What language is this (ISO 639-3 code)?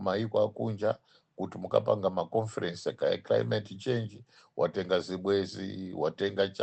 nya